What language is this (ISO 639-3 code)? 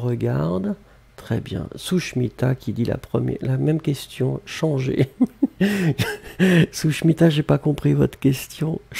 fra